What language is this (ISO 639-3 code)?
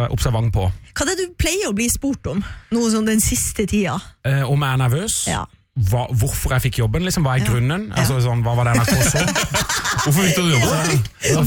nor